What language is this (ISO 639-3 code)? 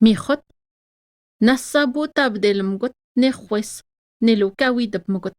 atj